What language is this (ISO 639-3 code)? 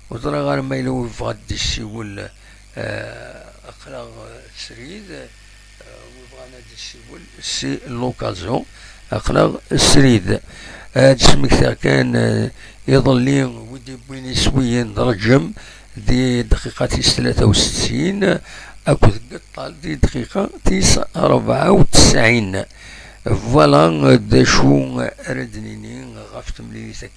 kab